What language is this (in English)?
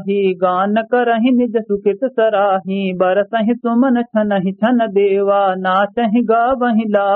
Awadhi